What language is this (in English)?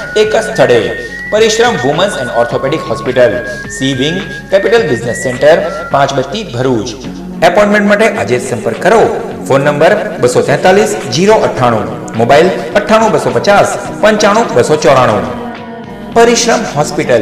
Gujarati